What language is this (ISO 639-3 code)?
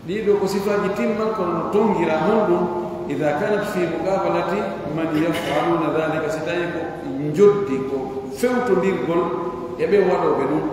fuf